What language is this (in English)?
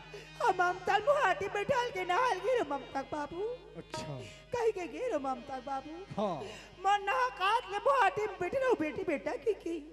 Chhattisgarhi